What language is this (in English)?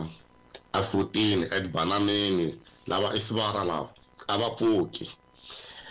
Tsonga